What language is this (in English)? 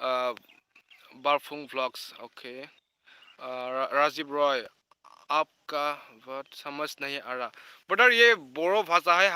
Bodo